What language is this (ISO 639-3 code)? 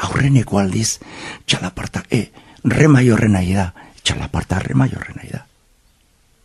eus